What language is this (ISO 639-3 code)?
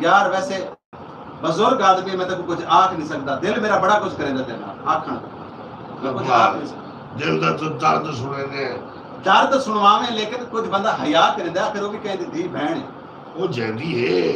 skr